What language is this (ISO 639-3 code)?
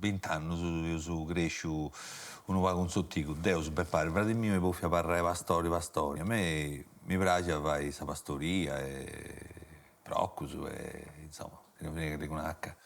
srd